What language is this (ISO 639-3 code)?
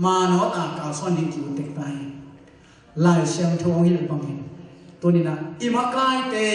ctd